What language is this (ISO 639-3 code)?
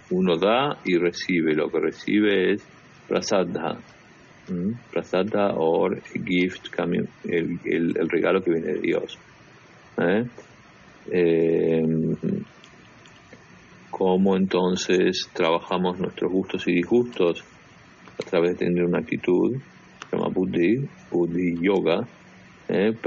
spa